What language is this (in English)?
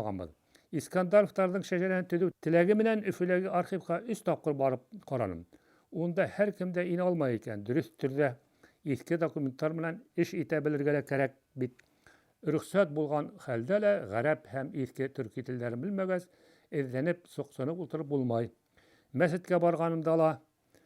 Bashkir